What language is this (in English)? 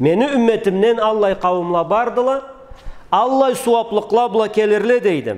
Karachay-Balkar